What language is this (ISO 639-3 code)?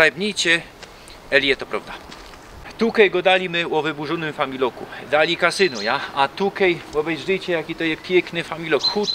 szl